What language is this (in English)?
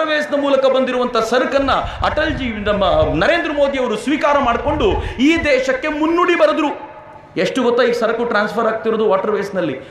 Kannada